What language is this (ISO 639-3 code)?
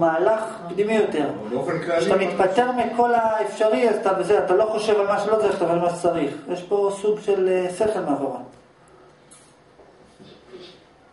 heb